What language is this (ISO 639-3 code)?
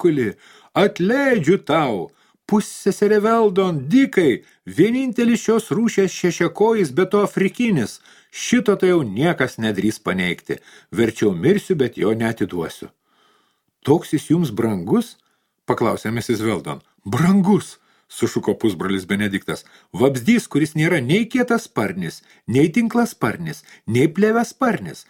lit